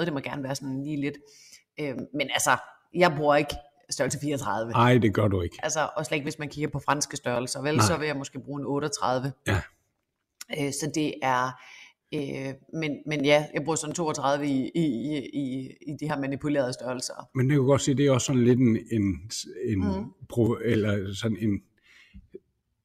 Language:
Danish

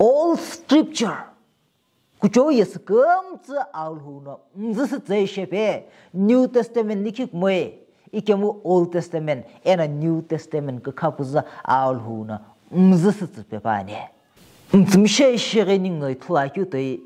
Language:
Sumi Naga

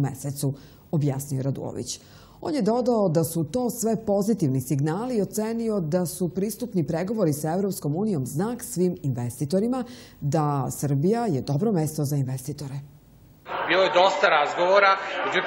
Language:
Serbian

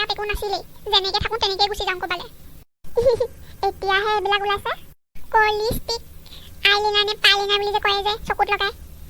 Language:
Assamese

